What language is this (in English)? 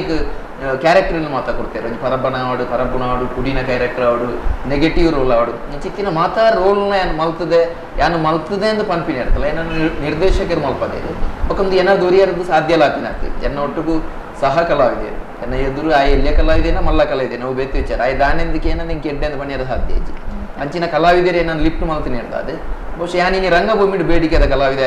Tulu